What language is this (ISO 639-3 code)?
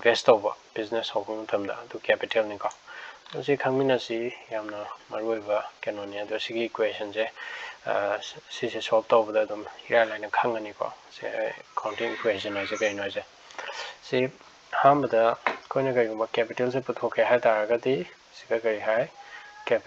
mni